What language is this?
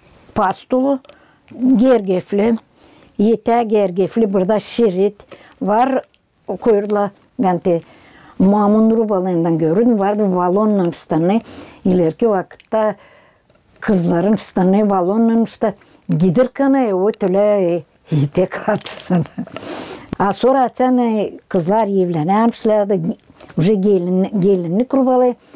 Gagauz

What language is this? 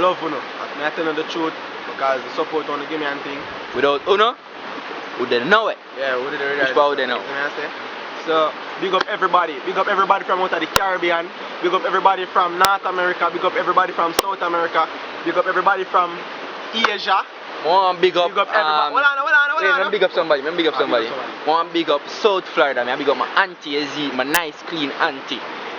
Jamaican Creole English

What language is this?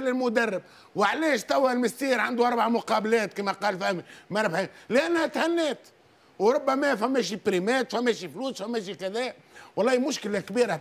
Tunisian Arabic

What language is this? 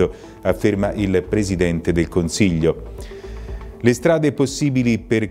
Italian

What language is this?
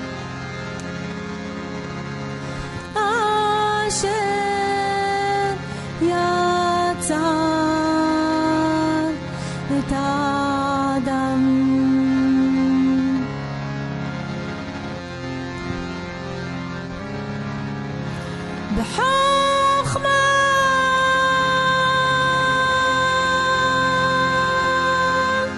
Hebrew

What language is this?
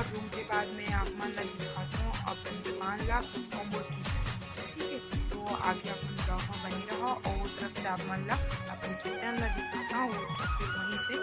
Chhattisgarhi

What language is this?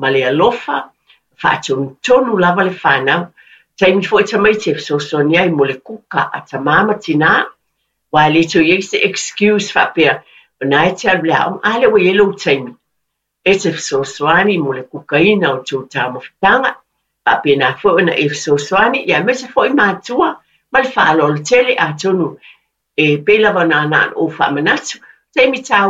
Samoan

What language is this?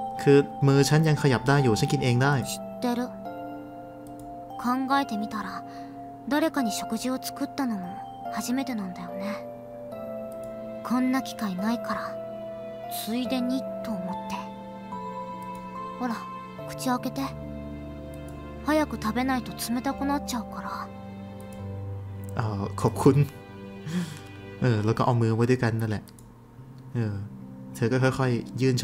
Thai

